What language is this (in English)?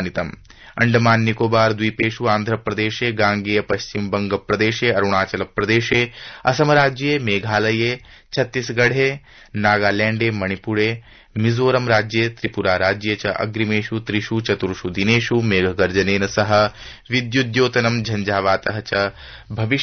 Sanskrit